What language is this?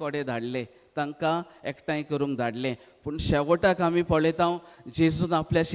Konkani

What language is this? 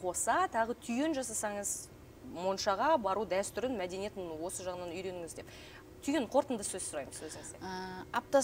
Kazakh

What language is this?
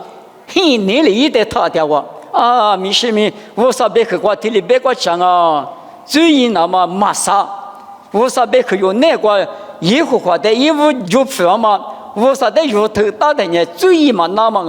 Lisu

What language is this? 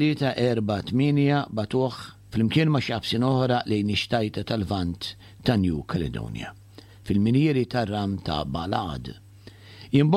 Maltese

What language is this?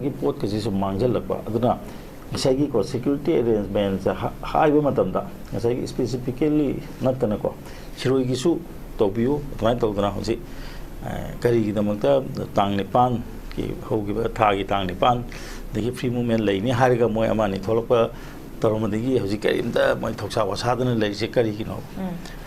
Manipuri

